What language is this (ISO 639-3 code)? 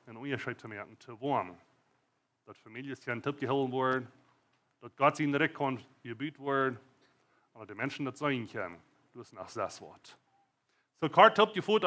pdt